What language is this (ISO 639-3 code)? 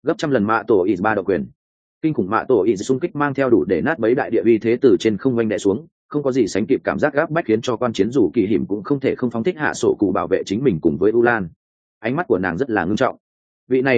vie